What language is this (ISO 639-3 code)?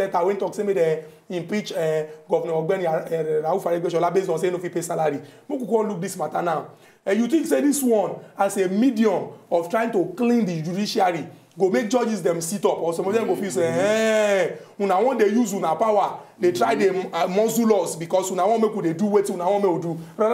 pcm